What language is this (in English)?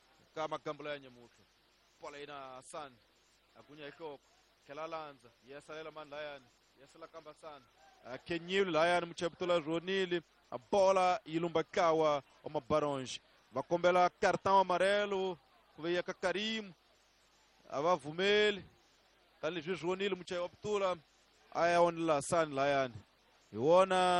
Tsonga